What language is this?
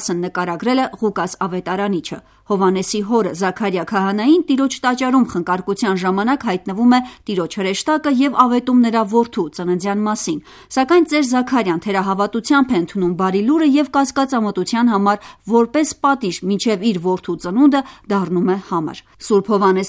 Armenian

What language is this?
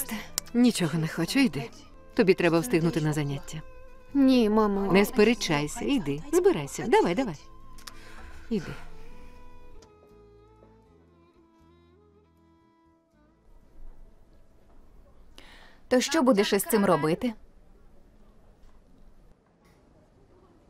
Ukrainian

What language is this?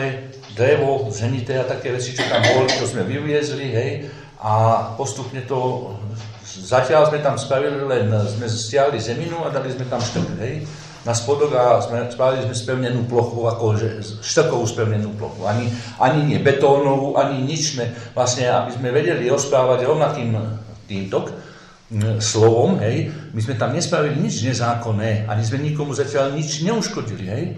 Slovak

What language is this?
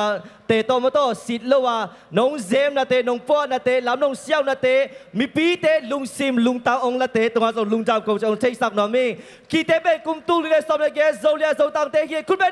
Tedim Chin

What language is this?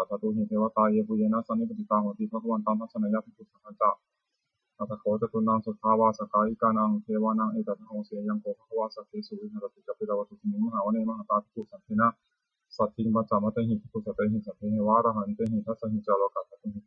Pali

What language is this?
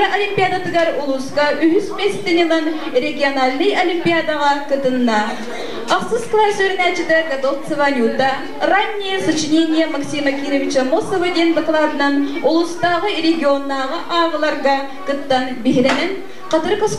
Yakut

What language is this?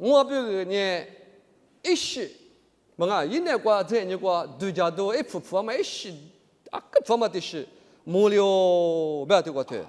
Lisu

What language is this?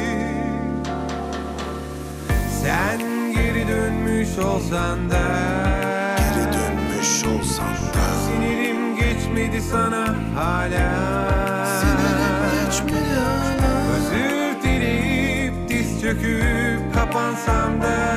Turkish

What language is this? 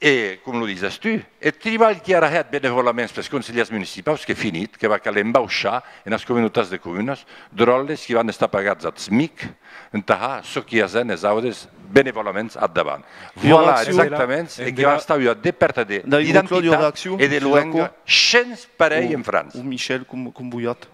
Occitan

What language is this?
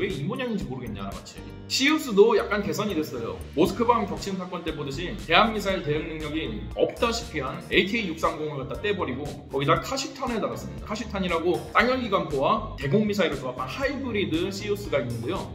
Korean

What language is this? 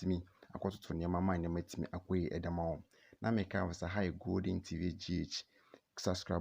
Akan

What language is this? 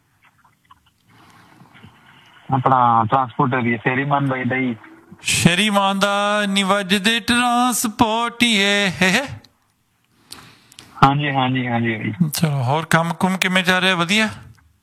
Punjabi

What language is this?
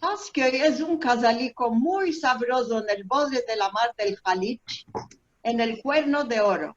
Ladino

